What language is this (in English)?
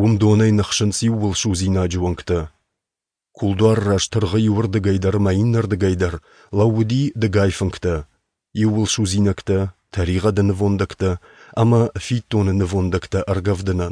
Ossetic